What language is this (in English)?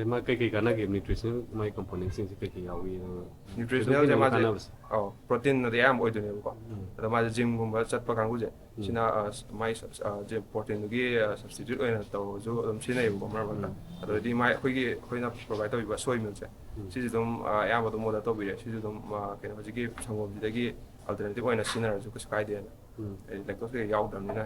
Manipuri